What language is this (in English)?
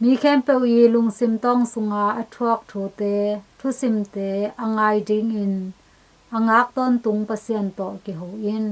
Tedim Chin